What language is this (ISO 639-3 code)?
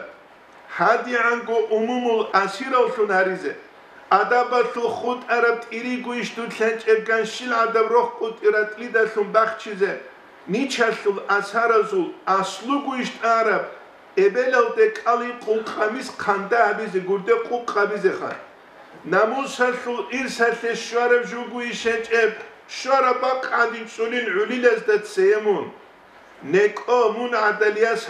ava